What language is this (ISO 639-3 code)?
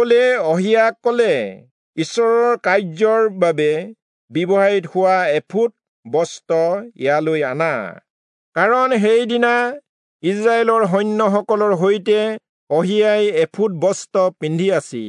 asm